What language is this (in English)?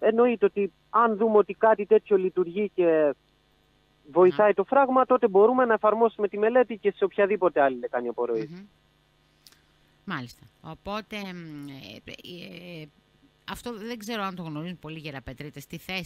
Greek